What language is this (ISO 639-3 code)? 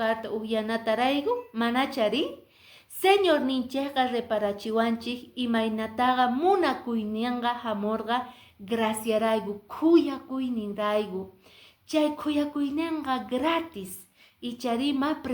que